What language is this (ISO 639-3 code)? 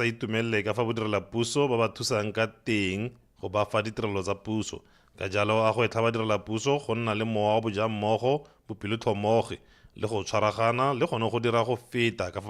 tsn